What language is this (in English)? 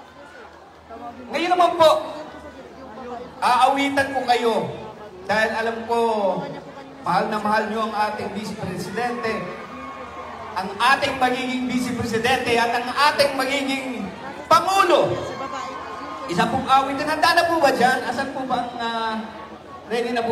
Filipino